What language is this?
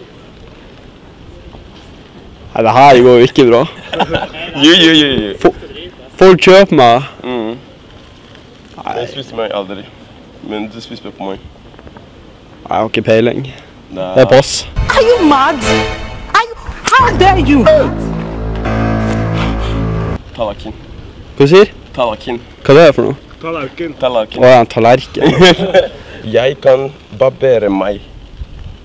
Norwegian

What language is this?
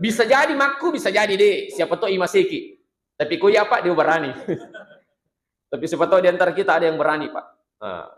Buginese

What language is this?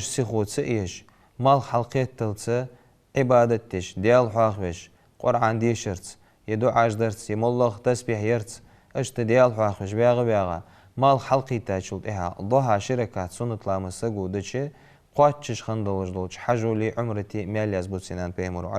Ingush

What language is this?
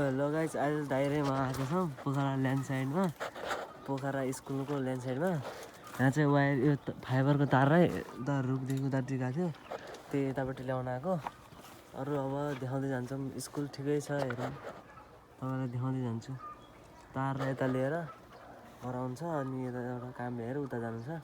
Nepali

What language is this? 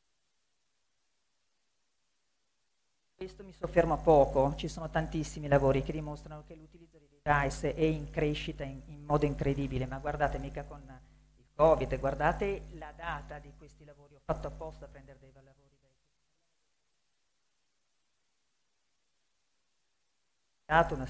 Italian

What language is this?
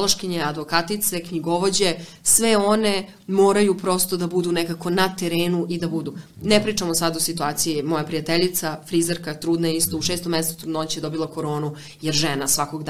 Serbian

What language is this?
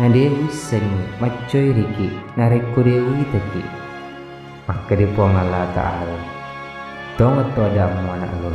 Buginese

